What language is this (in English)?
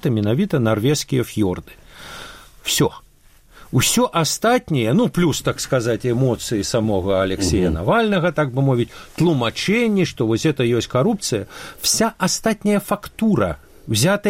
Belarusian